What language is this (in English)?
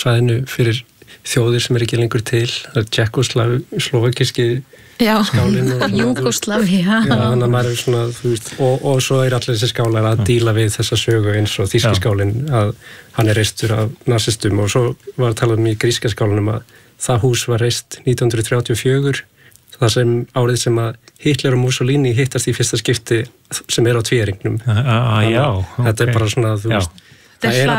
Icelandic